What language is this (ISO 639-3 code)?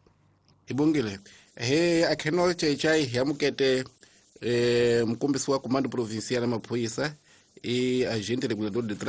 tso